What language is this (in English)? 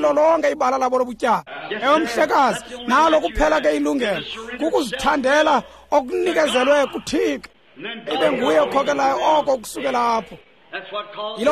Xhosa